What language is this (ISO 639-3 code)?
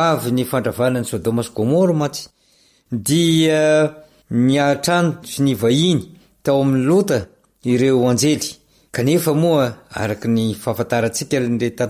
mlg